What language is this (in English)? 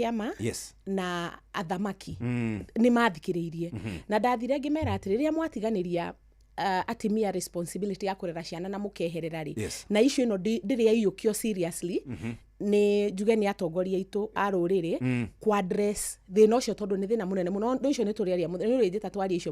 Kikuyu